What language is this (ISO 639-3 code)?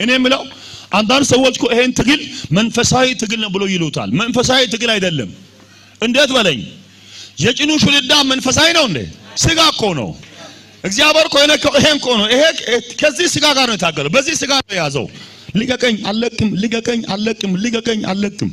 amh